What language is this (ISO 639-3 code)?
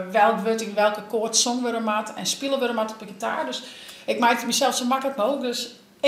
fry